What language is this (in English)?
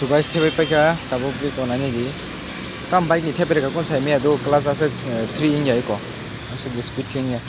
Kok Borok